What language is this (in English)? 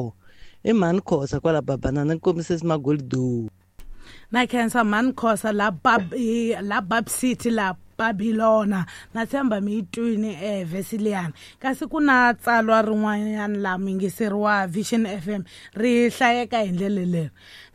Tsonga